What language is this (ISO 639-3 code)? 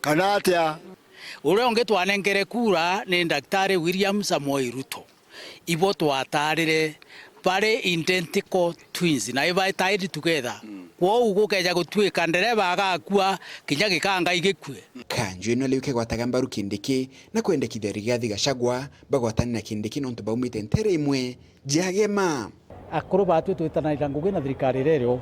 mer